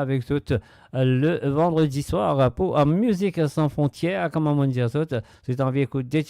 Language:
Morisyen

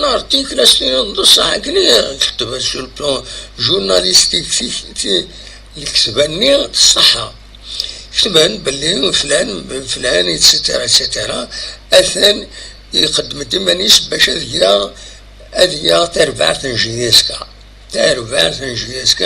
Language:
Kabyle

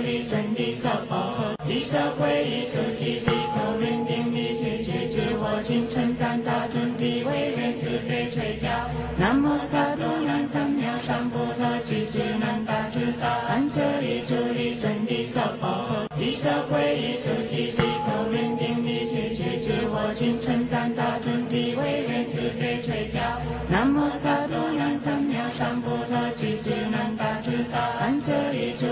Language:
Chinese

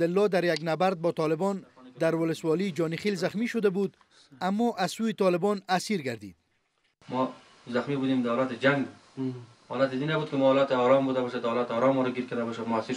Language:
Persian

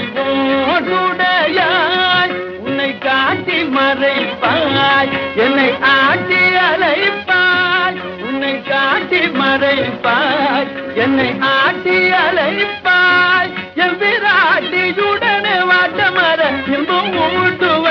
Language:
Tamil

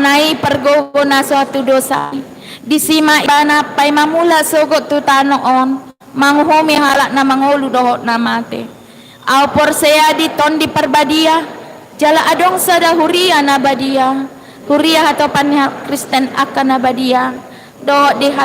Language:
Batak Toba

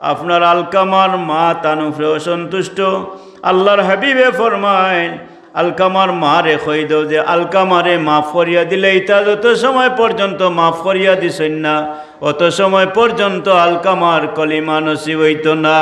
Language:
Sylheti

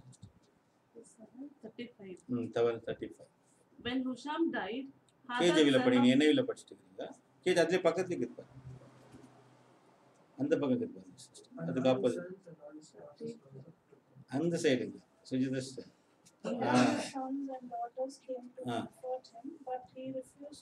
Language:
Tamil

